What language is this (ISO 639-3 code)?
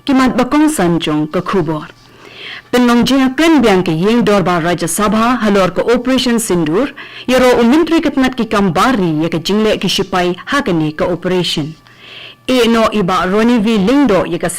kha